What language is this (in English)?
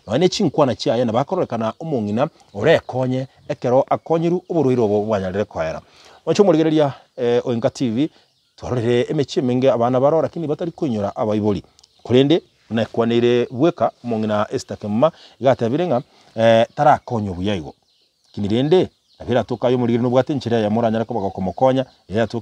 Gusii